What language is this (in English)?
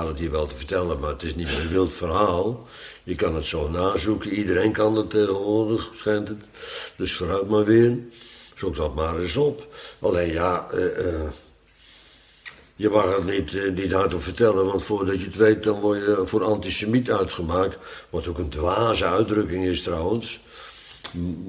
Dutch